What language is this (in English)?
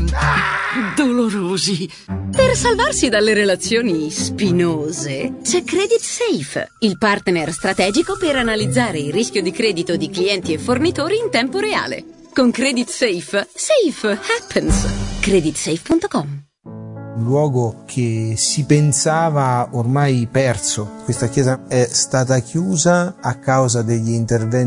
Italian